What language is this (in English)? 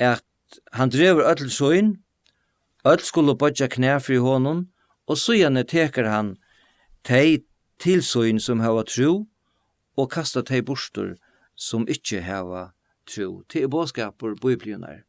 Faroese